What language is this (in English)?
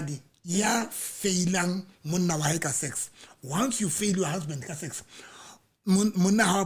Southern Sotho